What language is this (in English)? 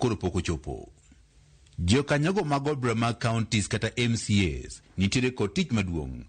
Luo (Kenya and Tanzania)